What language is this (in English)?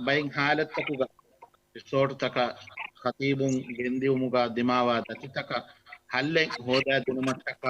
Divehi